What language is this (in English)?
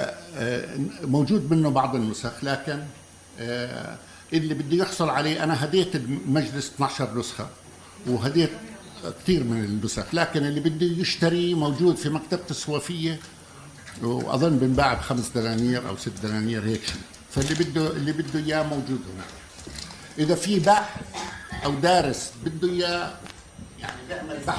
North Levantine Arabic